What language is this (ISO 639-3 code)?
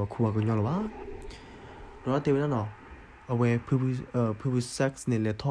ksw